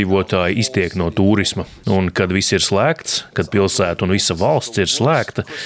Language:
Latvian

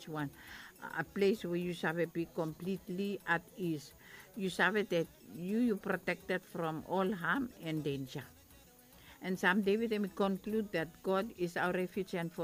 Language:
Bislama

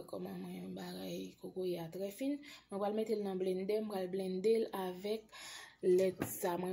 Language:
Haitian Creole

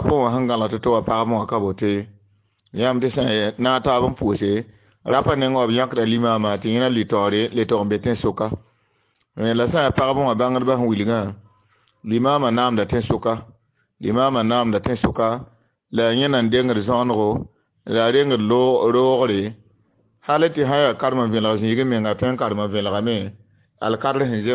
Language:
Mossi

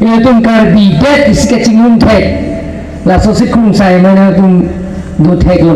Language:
Karbi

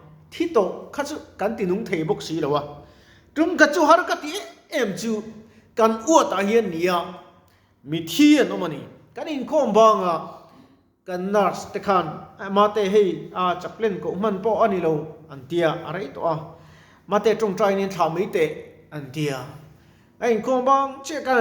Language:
Mizo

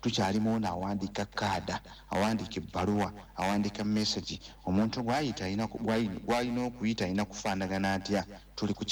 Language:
Ganda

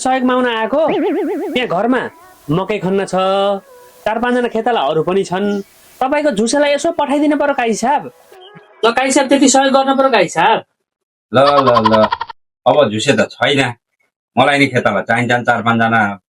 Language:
Nepali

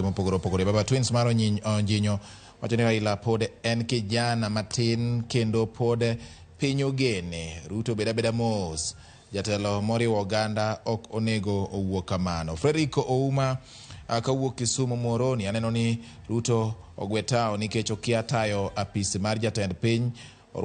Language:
Luo (Kenya and Tanzania)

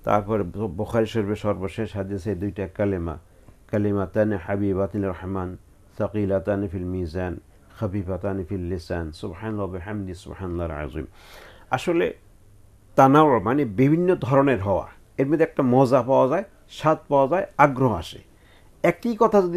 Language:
Bangla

